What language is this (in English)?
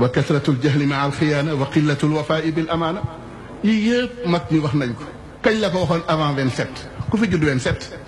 Wolof